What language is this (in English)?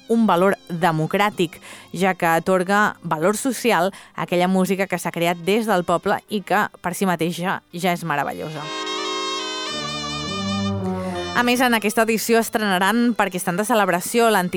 Catalan